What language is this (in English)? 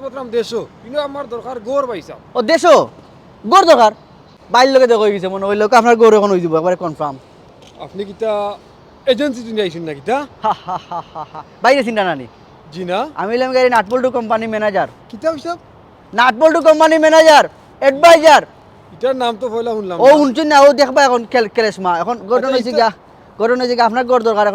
Sylheti